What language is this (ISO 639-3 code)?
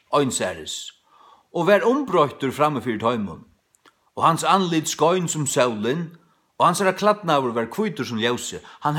fao